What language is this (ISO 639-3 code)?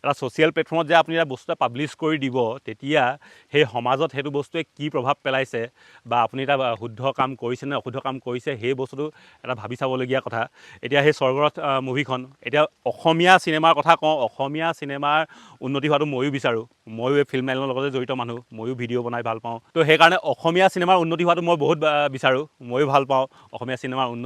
asm